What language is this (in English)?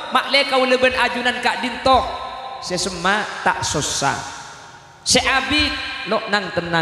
Madurese